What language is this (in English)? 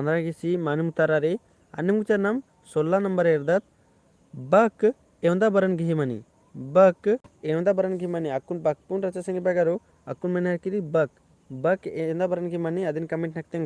Kurukh